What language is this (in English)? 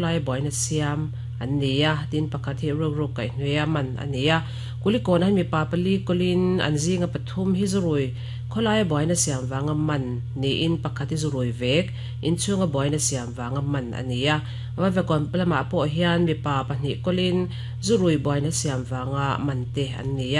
Mizo